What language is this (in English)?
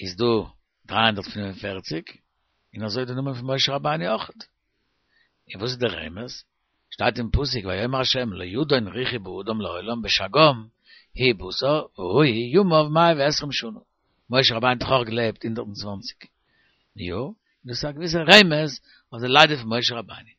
Yiddish